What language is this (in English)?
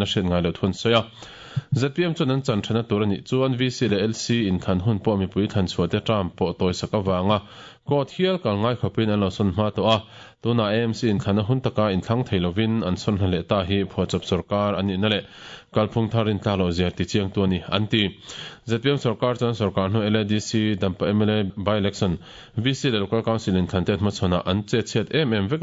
Mizo